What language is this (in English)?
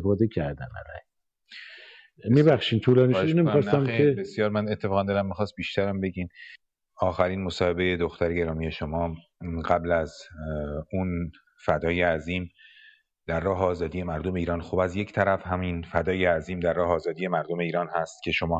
Persian